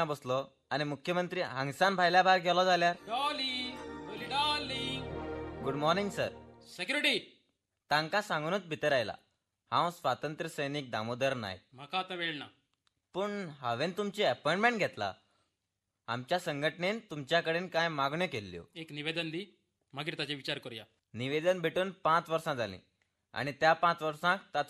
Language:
Konkani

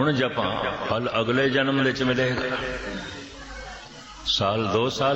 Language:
Punjabi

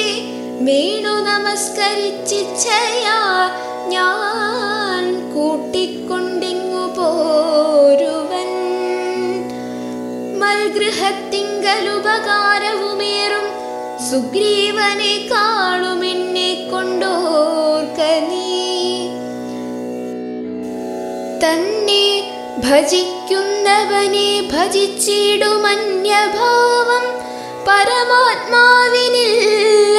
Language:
Malayalam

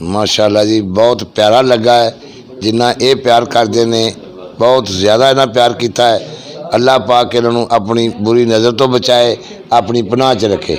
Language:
Saraiki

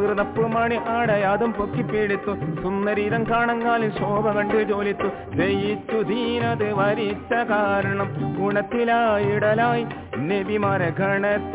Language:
Malayalam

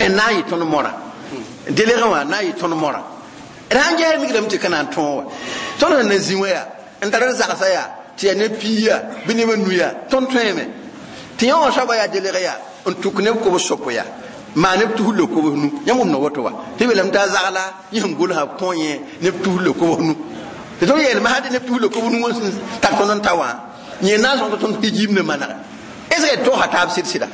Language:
Mossi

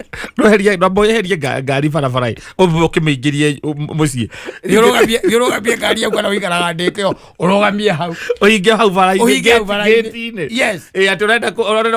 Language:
Kikuyu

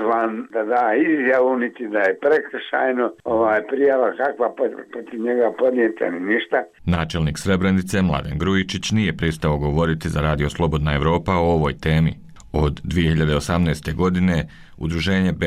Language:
Bosnian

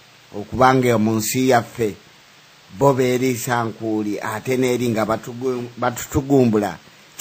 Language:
Ganda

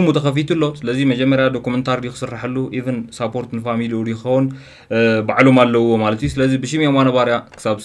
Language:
Tigrinya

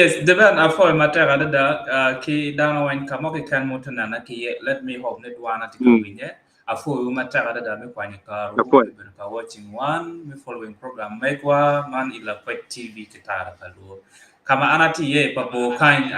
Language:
Acoli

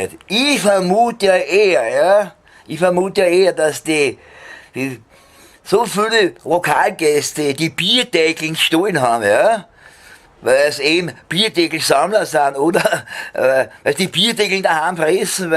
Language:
Bavarian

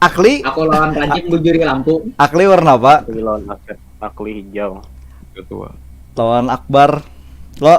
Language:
Banjar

